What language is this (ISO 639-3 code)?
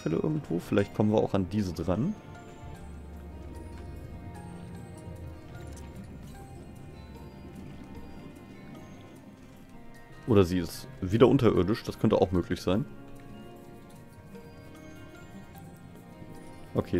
deu